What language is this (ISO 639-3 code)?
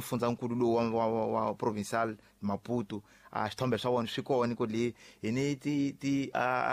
tso